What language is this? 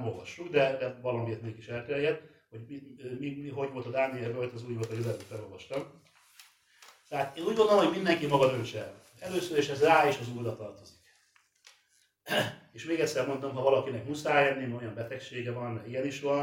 Hungarian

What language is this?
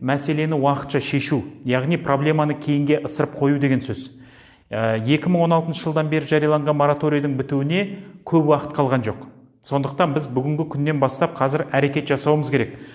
Kazakh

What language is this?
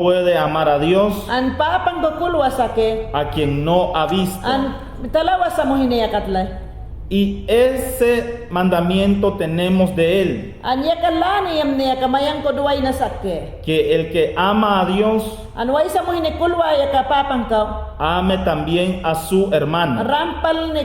Mayangna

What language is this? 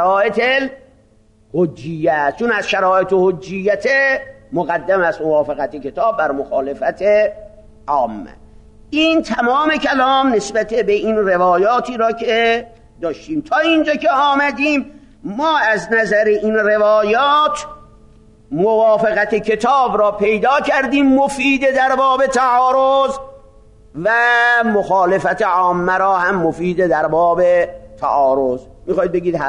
Persian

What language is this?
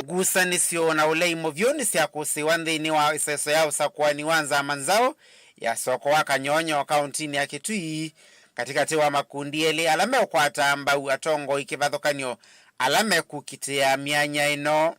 Kamba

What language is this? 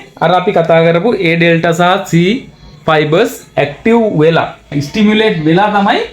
Sinhala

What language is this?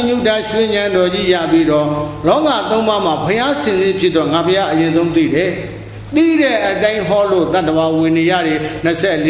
Burmese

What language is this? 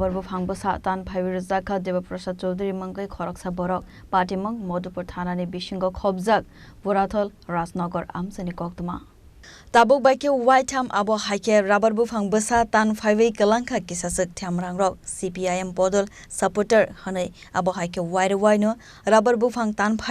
Kok Borok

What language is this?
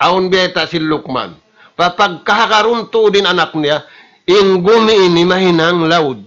Tausug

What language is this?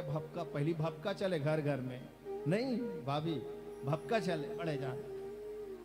Chhattisgarhi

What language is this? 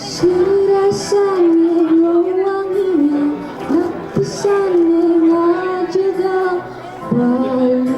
Balinese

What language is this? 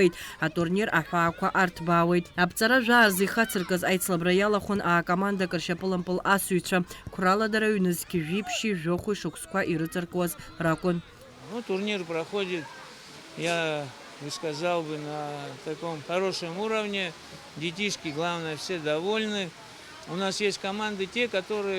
Abkhazian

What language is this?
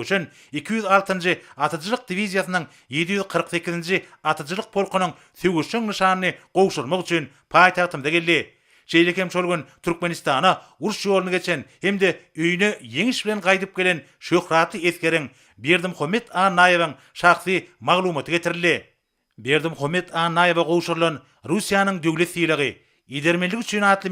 Turkmen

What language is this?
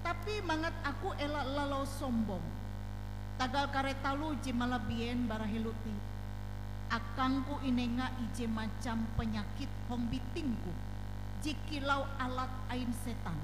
Ngaju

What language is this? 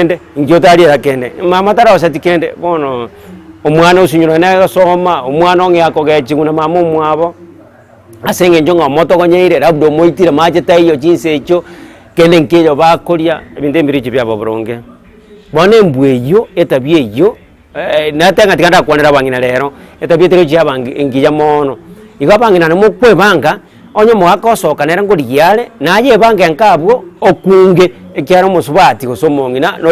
Gusii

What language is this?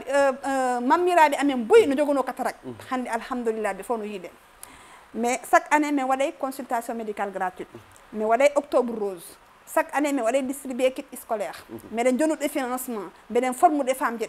Fula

